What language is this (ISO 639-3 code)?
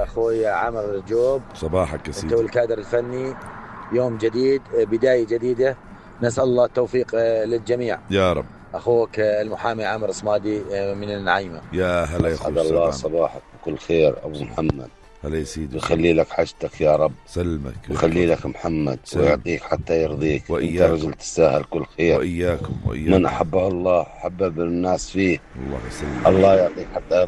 apc